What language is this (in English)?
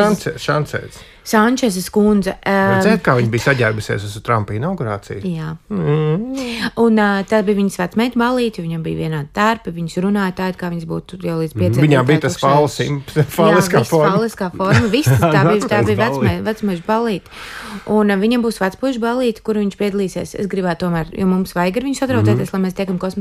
Latvian